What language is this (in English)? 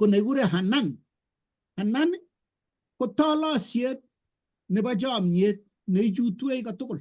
Kalenjin